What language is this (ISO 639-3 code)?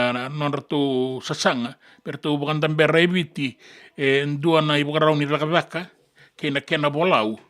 fij